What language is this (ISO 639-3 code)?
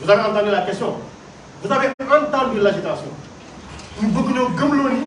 wol